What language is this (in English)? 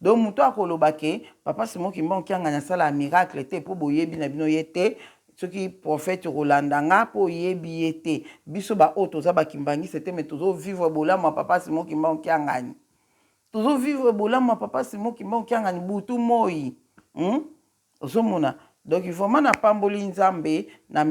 Lingala